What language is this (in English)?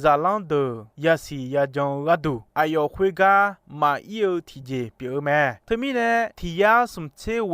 Akha